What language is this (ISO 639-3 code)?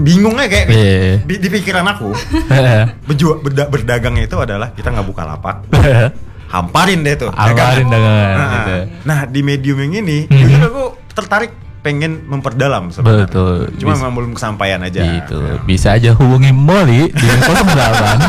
ind